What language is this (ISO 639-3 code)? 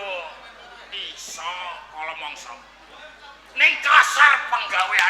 jav